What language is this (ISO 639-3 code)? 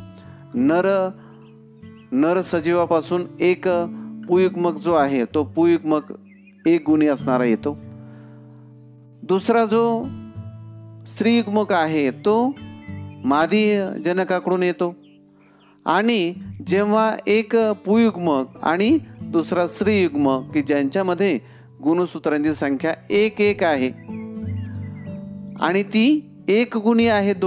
mar